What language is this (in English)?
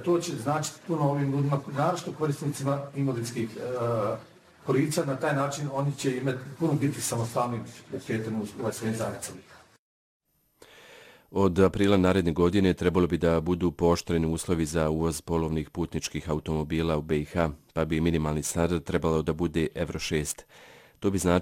Bosnian